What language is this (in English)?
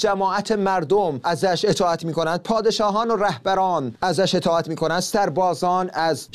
Persian